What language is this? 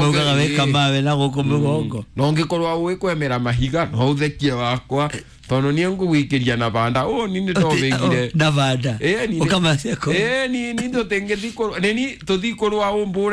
Kikuyu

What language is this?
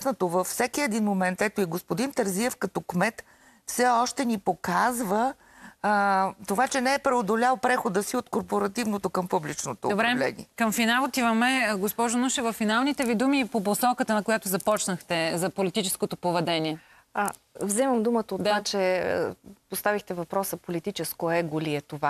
Bulgarian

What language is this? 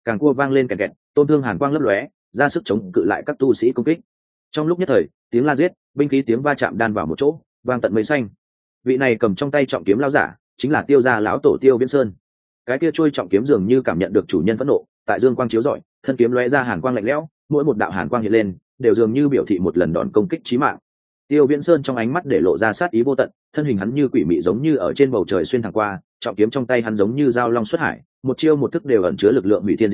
Vietnamese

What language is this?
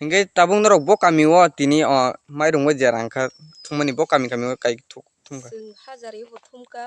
Kok Borok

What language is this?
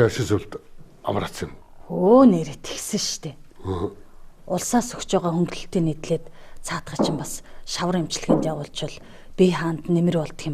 Mongolian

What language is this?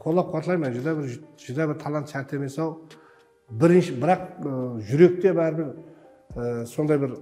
Kara-Kalpak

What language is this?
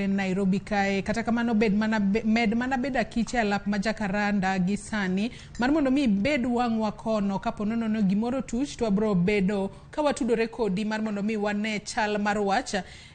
Luo (Kenya and Tanzania)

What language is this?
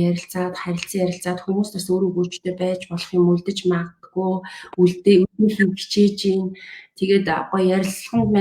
Mongolian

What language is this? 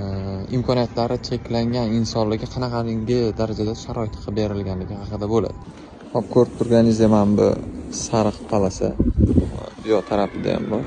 Uzbek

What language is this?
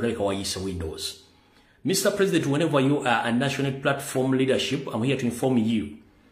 Ganda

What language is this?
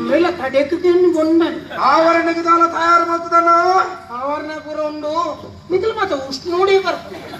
Tulu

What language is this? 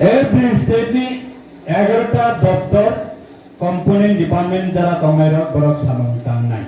Riang (India)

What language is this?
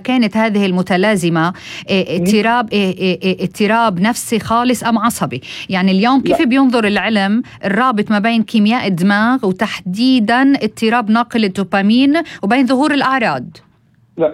North Levantine Arabic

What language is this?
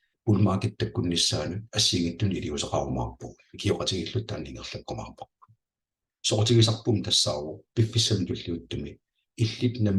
Kalaallisut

